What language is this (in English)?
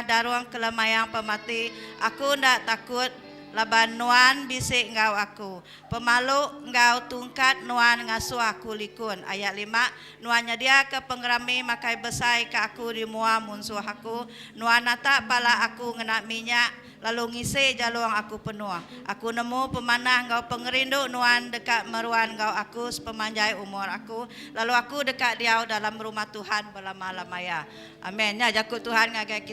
Iban